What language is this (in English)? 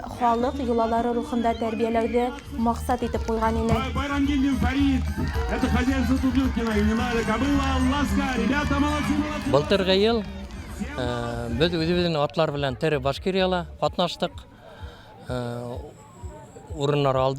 Bashkir